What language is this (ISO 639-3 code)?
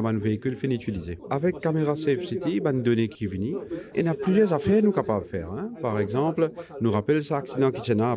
mfe